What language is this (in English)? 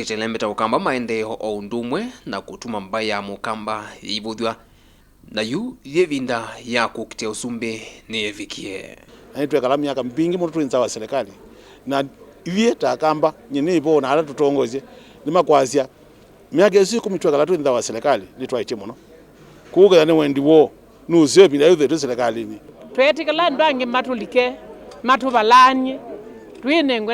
Kamba